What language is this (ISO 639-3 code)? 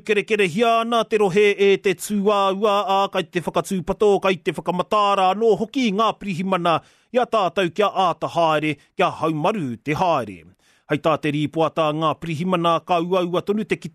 mri